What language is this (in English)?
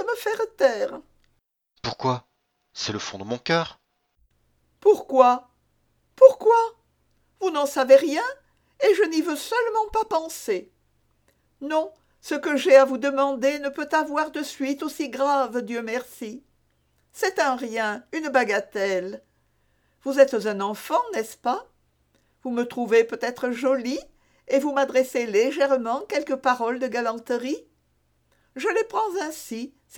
French